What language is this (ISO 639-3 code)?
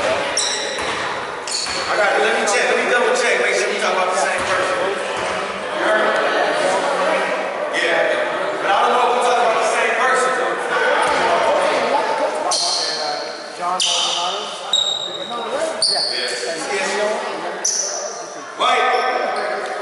eng